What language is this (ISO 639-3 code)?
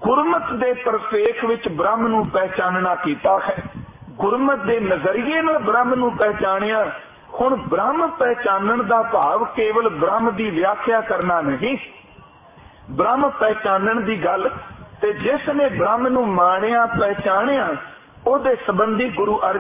pan